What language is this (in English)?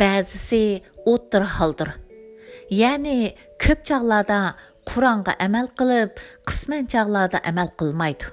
Uyghur